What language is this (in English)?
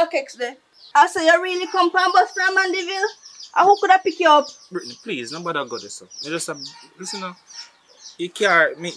Jamaican Creole English